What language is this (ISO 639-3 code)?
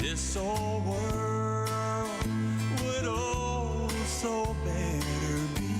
gil